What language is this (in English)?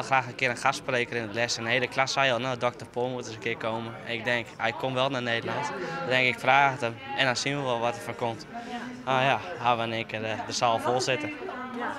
Western Frisian